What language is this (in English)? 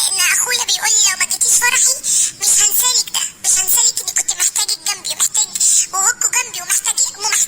Egyptian Arabic